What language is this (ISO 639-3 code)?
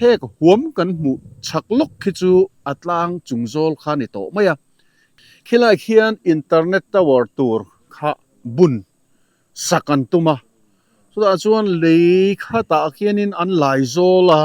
lus